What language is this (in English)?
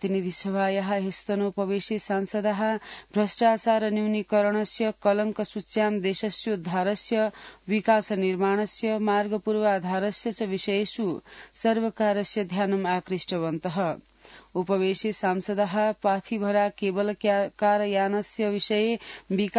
Sanskrit